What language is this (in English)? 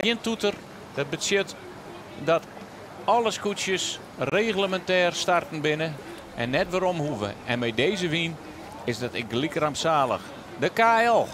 Western Frisian